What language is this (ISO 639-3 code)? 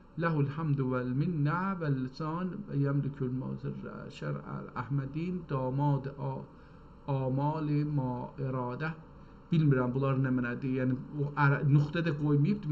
azb